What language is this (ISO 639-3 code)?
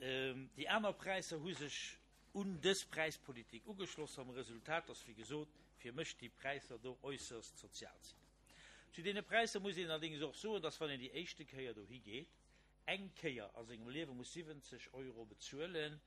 ltz